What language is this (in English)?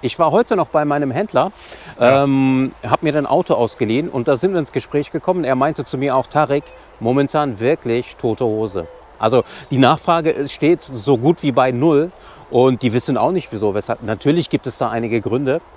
German